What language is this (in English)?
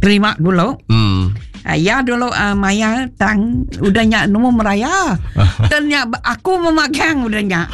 Iban